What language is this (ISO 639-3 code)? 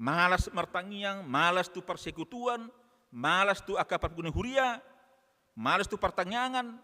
bbc